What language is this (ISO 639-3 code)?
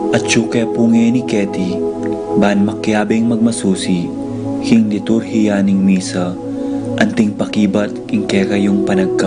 pam